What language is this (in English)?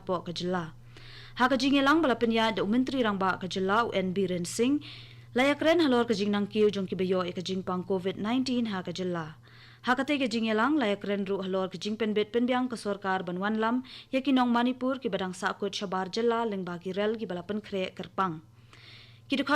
Khasi